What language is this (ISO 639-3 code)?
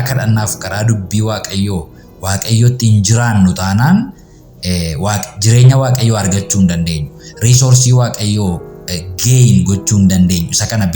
orm